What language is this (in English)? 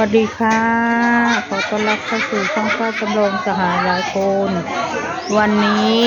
Northeastern Thai